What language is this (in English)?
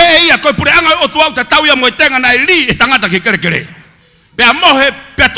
Tongan